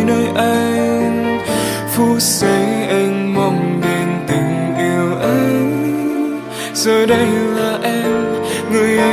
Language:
Vietnamese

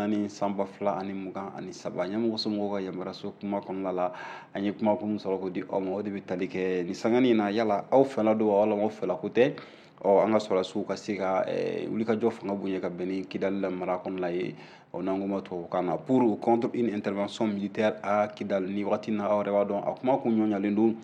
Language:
Bambara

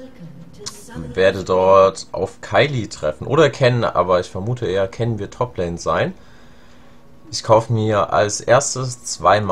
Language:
German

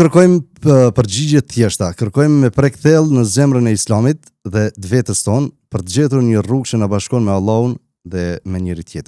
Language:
Albanian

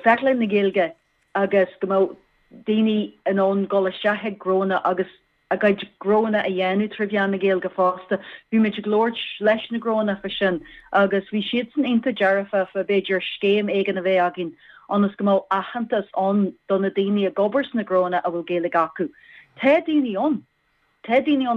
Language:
Irish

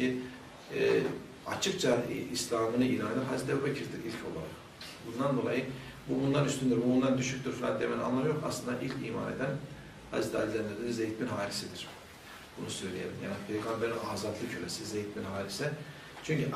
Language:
Turkish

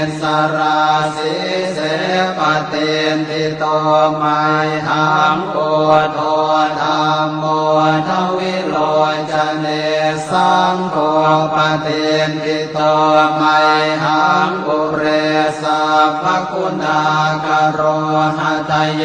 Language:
Pali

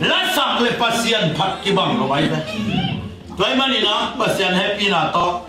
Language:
Tedim Chin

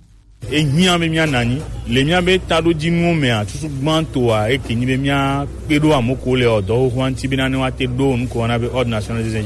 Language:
Gen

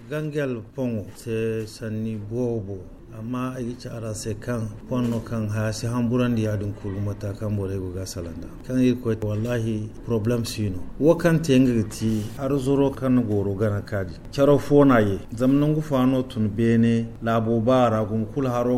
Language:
Zarma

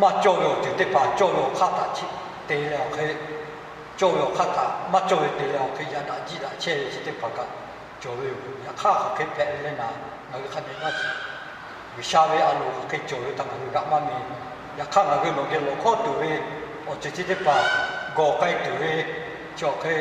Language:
Lahu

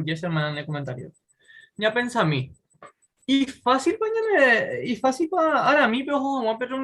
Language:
Guarani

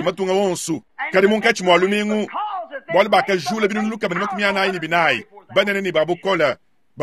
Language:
Luba-Lulua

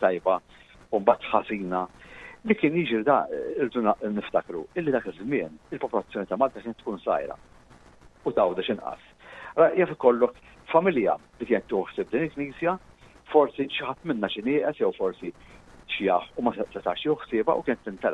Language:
Maltese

